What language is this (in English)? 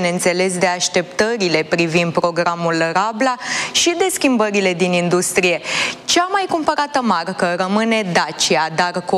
Romanian